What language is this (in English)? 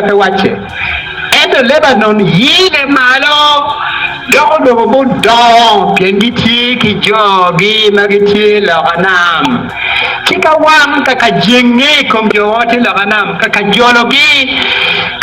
Acoli